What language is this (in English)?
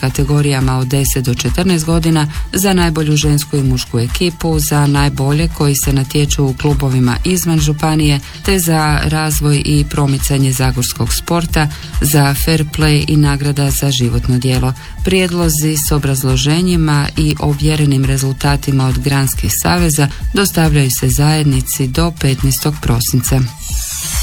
Croatian